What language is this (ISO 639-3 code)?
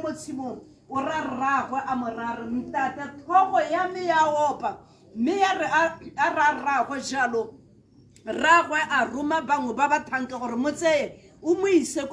tsn